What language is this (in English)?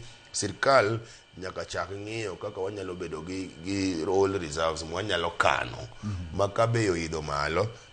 Luo (Kenya and Tanzania)